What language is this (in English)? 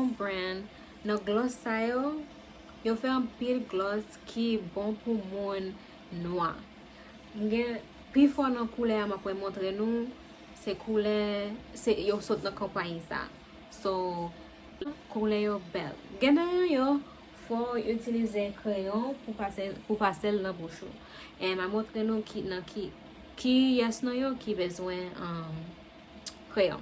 Haitian Creole